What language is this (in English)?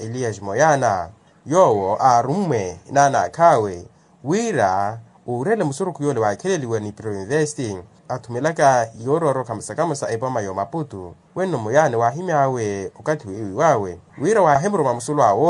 Makhuwa